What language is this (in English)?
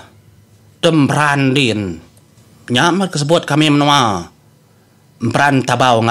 Iban